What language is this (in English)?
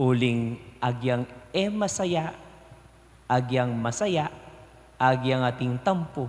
Pampanga